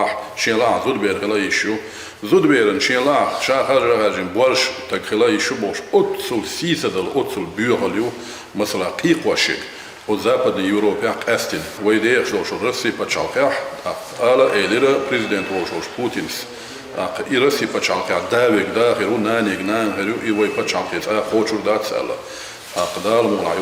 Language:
Chechen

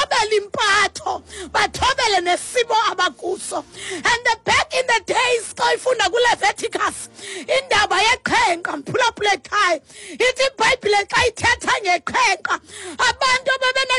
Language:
Xhosa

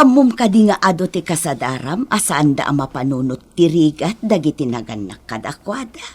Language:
Iloko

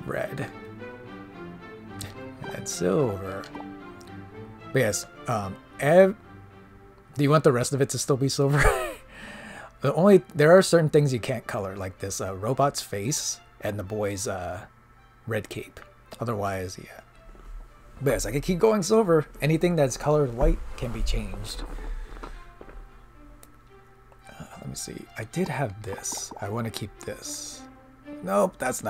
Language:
English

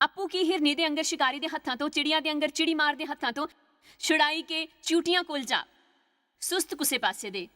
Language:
Dogri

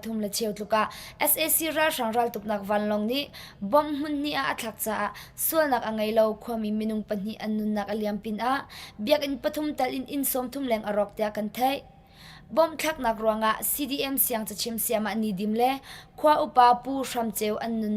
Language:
Hakha Chin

